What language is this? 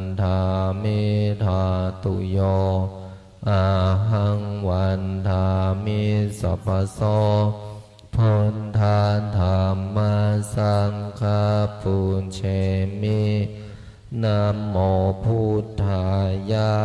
Pali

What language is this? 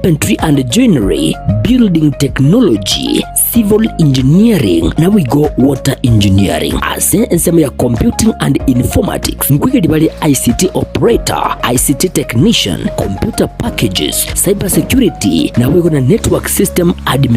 Gusii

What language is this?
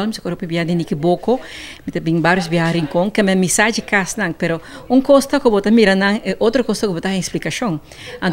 Papiamento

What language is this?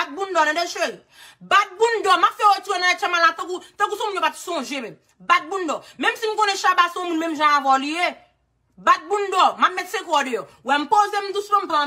Haitian Creole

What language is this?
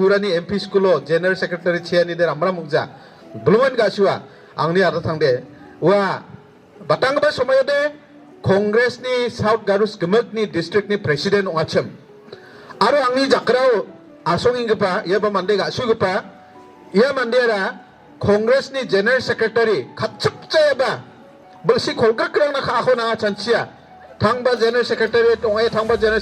Garo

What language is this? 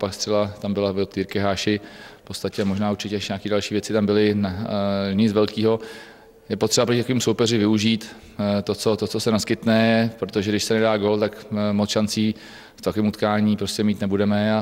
Czech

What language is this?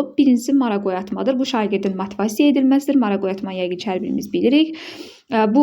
Azerbaijani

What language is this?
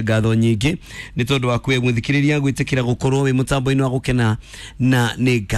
Kikuyu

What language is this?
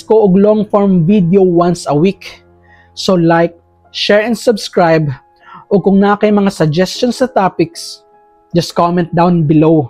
Cebuano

